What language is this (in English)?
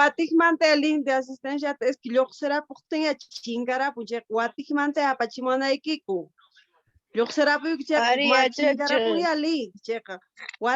Quechua